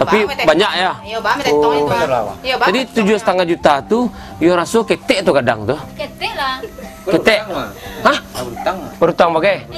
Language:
Minangkabau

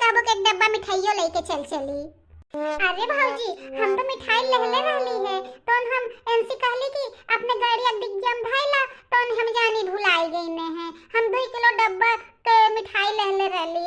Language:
Bhojpuri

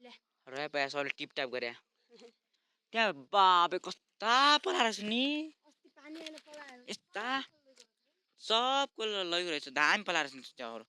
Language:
Nepali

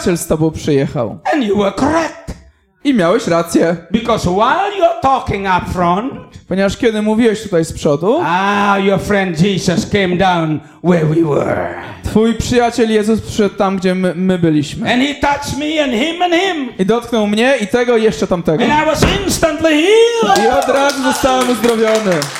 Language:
Polish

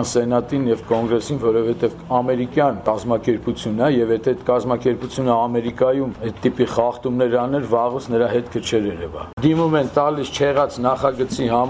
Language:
Armenian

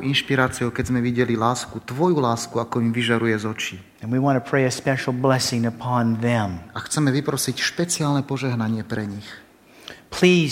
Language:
Slovak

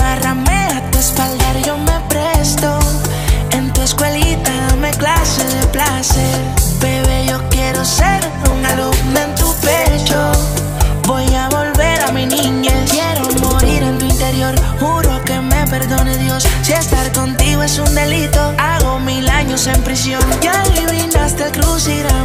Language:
Spanish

